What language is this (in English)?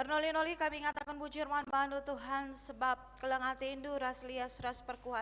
Batak Karo